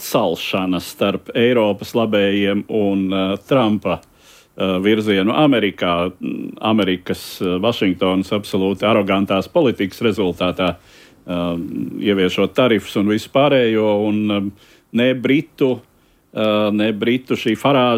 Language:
Latvian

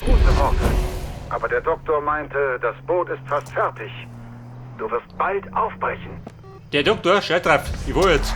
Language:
Bavarian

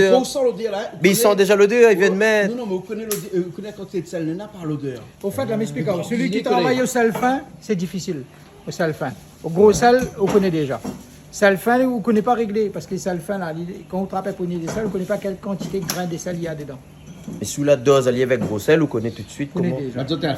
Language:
Réunion Creole French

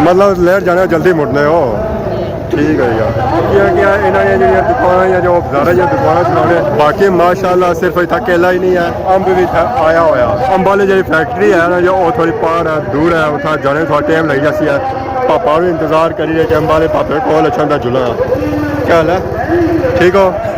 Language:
Pahari-Potwari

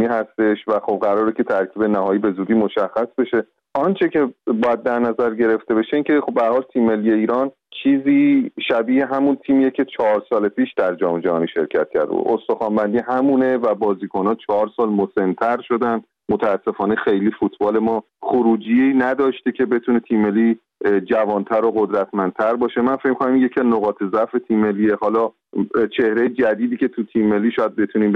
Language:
Persian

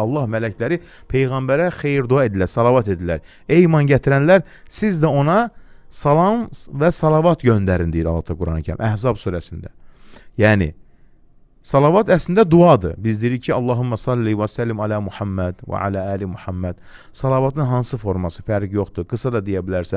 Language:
Azerbaijani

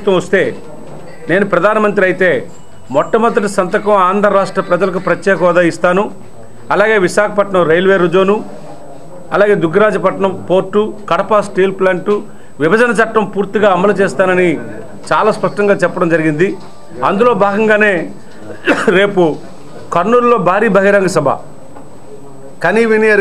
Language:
Telugu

